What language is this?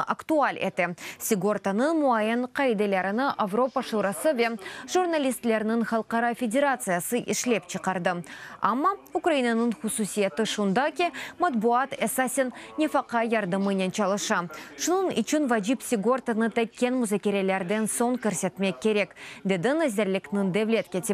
Crimean Tatar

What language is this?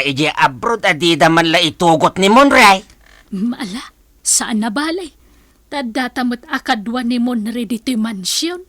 Iloko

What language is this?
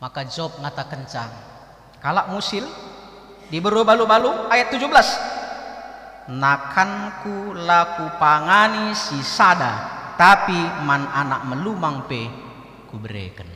Batak Karo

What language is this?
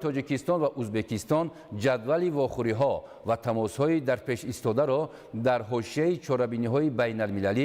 Tajik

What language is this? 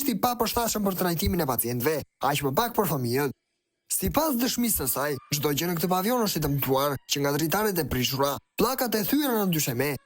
Albanian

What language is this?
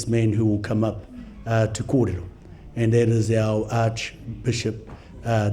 Māori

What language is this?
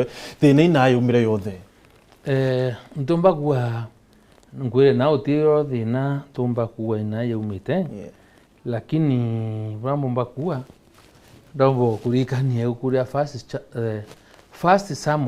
Meru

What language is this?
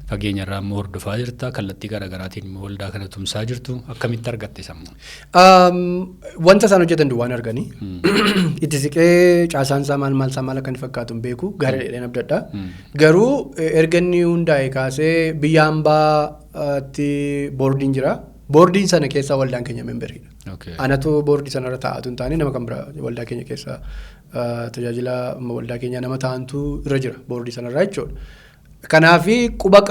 Oromo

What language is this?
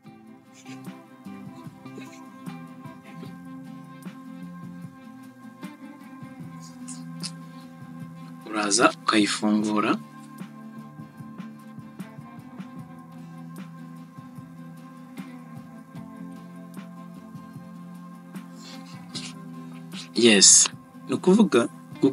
Kinyarwanda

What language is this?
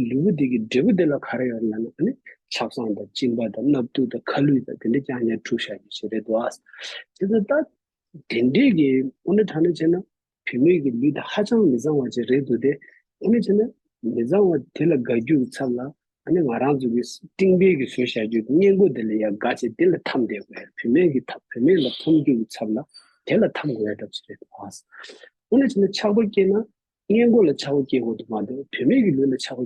Tibetan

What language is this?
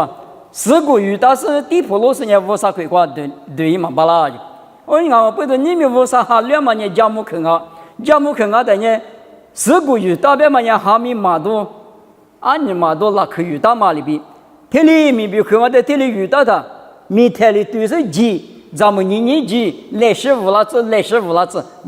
Lisu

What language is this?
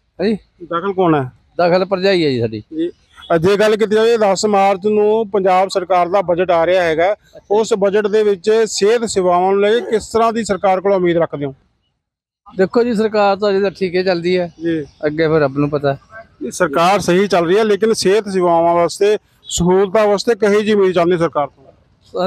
Punjabi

